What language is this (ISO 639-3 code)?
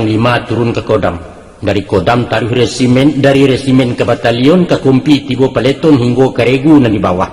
min